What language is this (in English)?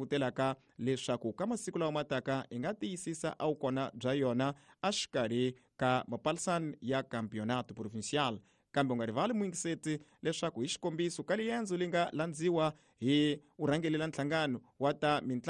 Tsonga